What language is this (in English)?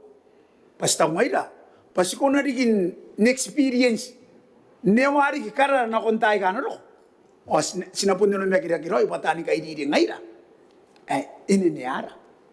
Gilbertese